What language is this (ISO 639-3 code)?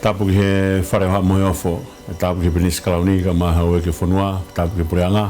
ton